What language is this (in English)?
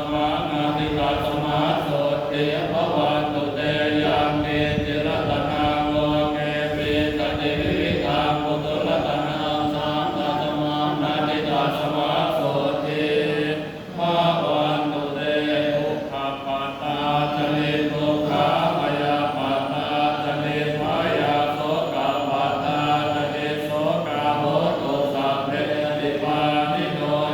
Pali